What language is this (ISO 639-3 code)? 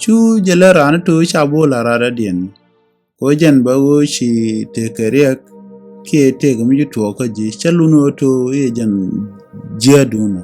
nus